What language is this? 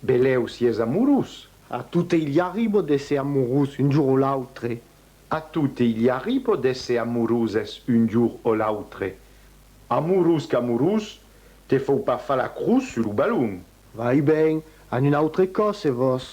Occitan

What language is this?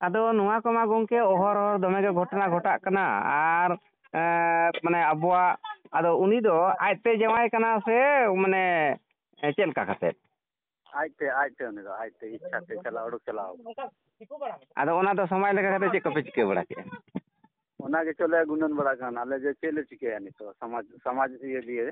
Santali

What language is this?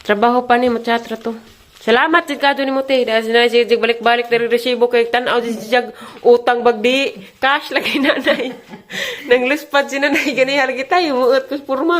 Cebuano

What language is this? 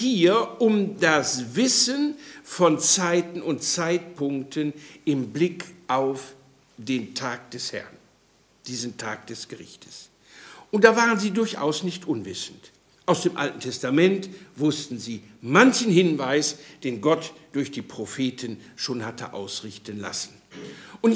German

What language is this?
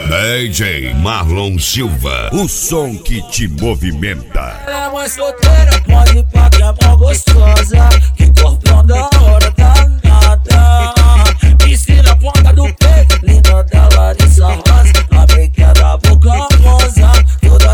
Portuguese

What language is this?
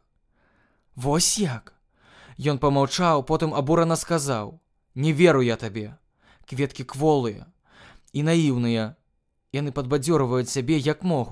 Belarusian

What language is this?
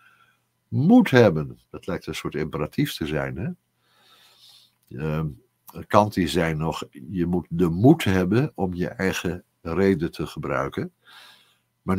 Dutch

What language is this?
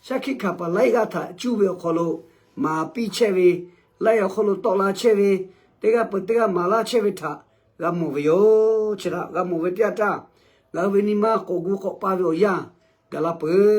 Lahu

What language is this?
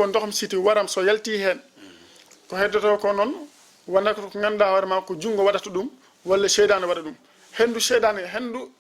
Fula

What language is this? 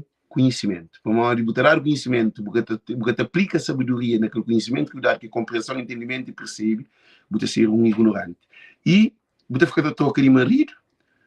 Kabuverdianu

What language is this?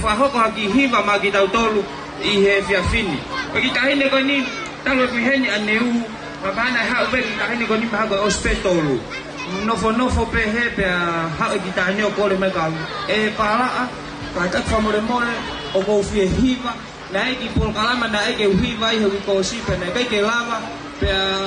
Tongan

